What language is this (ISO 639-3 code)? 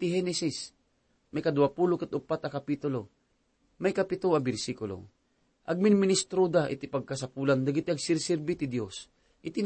ilo